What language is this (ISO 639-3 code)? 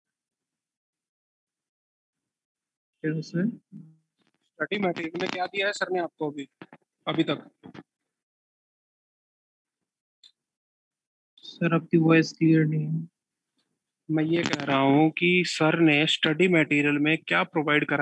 hin